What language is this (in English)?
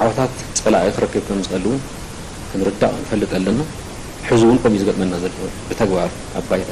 Tigrinya